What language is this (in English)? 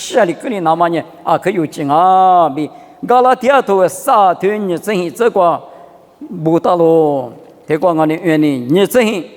Lisu